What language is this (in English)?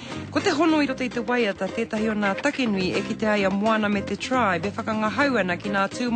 Māori